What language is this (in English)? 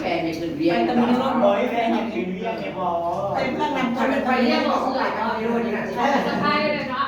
Northeastern Thai